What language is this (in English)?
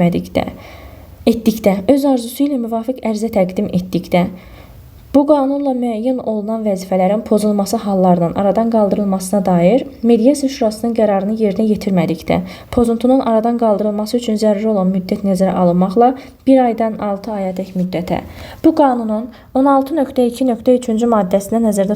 Azerbaijani